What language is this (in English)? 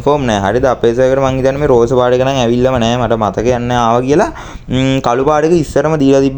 Sinhala